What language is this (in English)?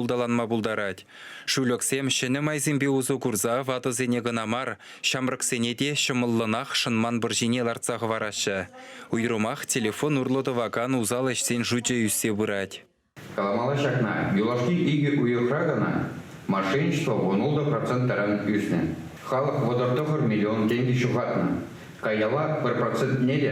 Chuvash